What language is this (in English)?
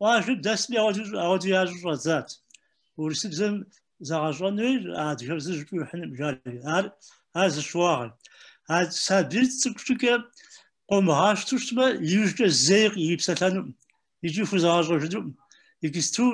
Kabardian